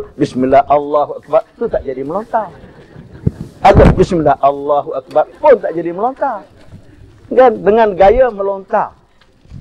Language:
Malay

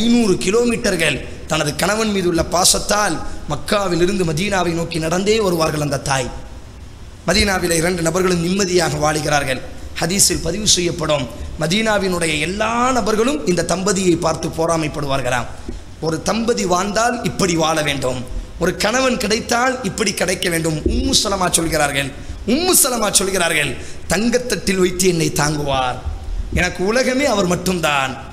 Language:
Tamil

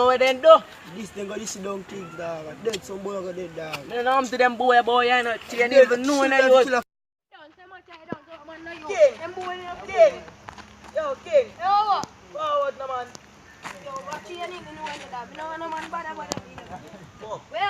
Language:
Jamaican Creole English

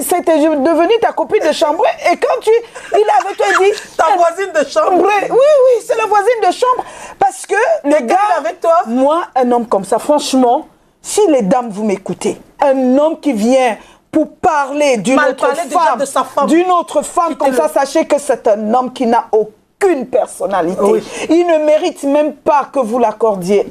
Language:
French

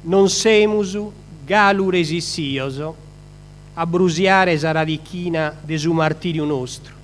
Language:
Sardinian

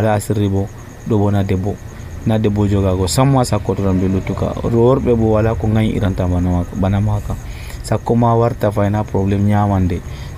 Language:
Nigerian Fulfulde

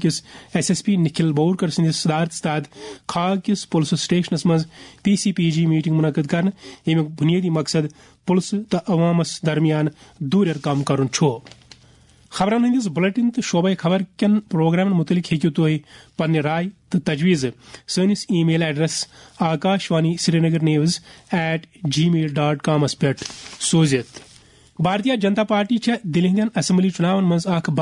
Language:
Kashmiri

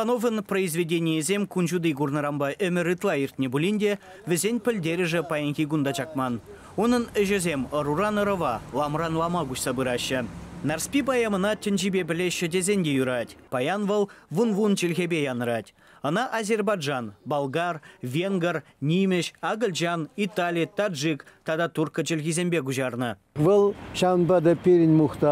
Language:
Chuvash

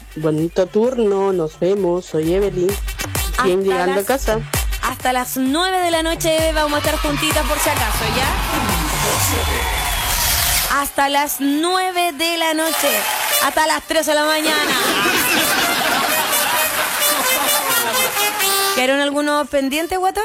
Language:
Spanish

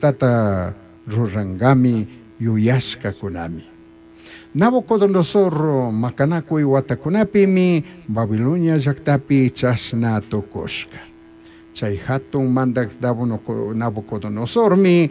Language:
Chimborazo Highland Quichua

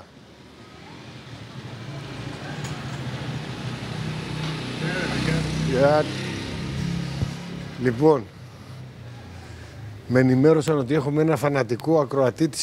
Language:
Greek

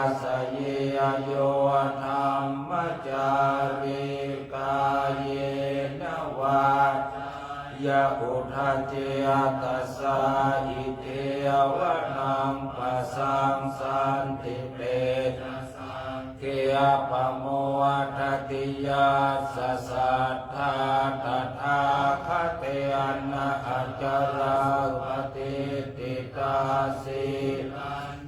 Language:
Pali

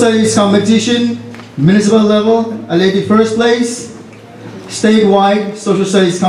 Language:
Pohnpeian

